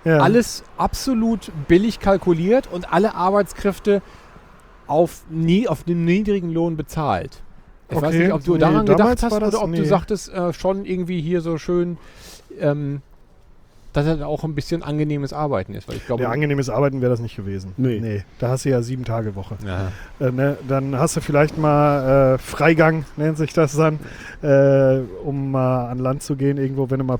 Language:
German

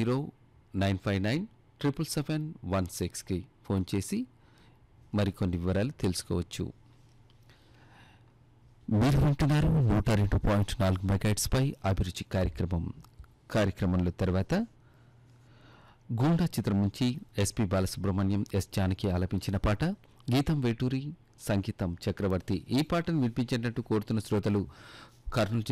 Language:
Telugu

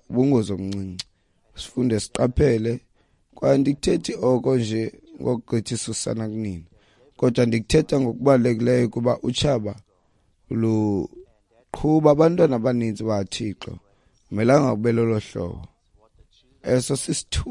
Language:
Xhosa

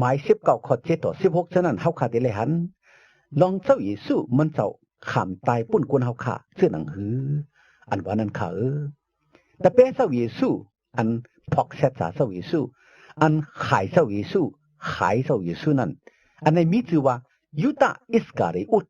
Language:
Shan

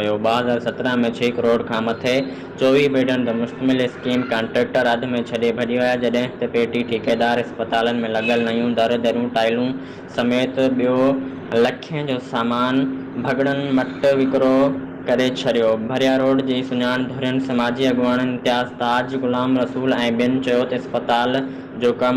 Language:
Sindhi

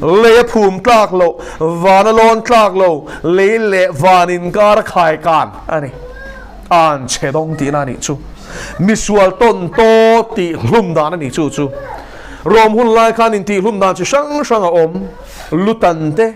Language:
Mizo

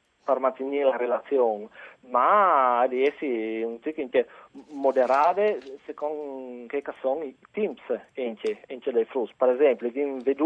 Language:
Friulian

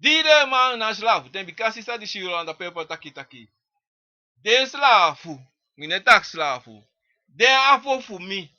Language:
Sranan Tongo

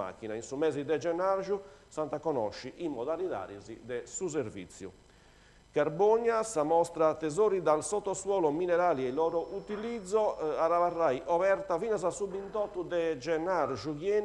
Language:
Sardinian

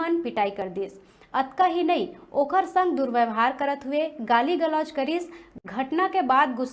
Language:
Chhattisgarhi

